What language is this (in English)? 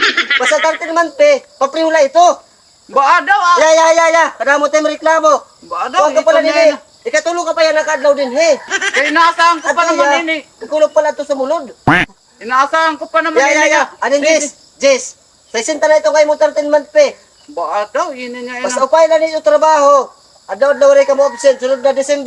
Waray